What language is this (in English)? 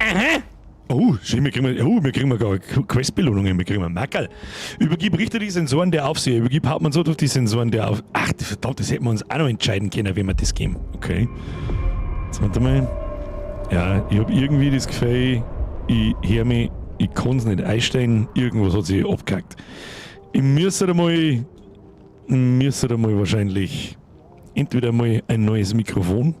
Bavarian